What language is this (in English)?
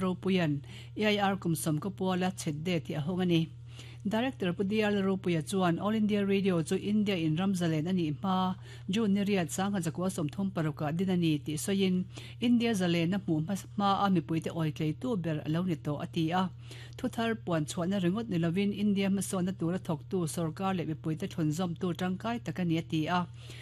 Mizo